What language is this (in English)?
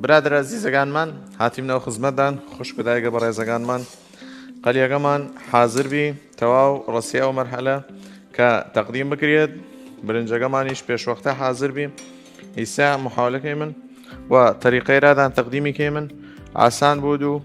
Southern Kurdish